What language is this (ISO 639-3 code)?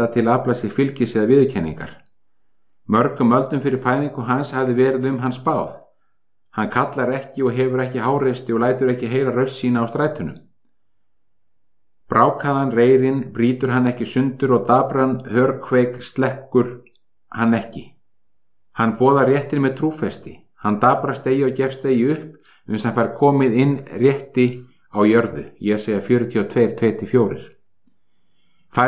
isl